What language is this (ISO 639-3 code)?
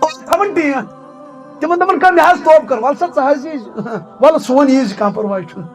kas